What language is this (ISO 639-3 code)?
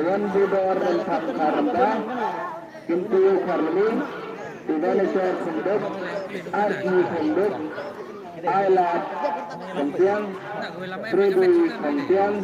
kha